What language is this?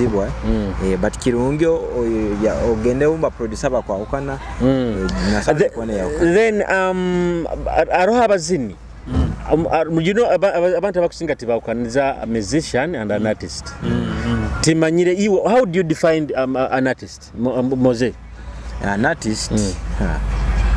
Nyoro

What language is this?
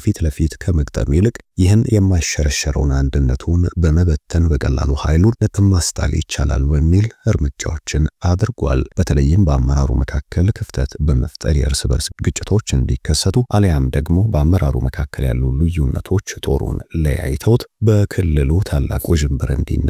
Amharic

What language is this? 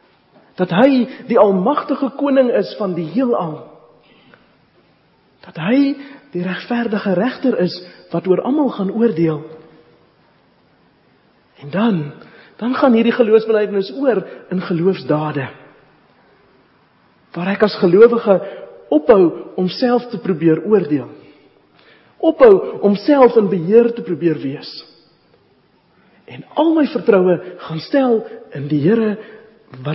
Afrikaans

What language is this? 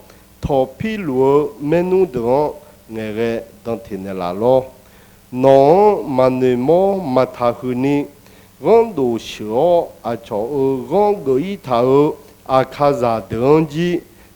Akha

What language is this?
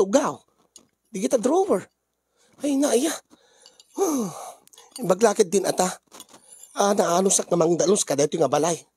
Iloko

